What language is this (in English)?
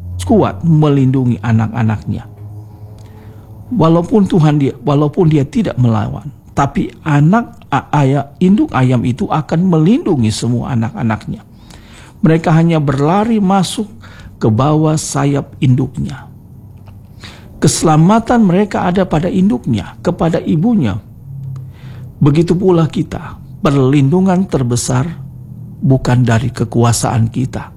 Indonesian